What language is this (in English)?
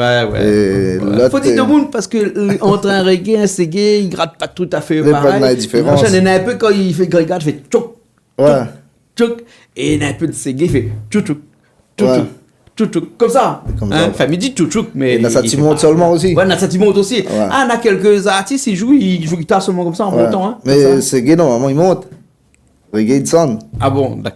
Réunion Creole French